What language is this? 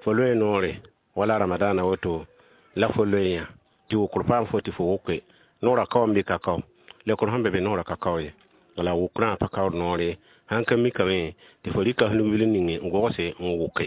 Mossi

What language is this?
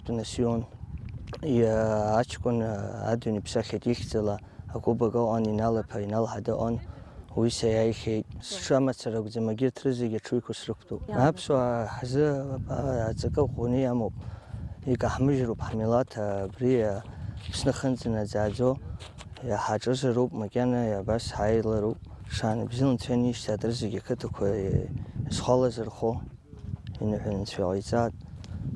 Abkhazian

